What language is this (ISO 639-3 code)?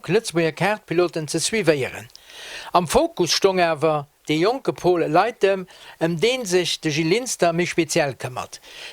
ltz